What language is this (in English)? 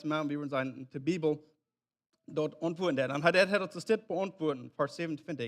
Plautdietsch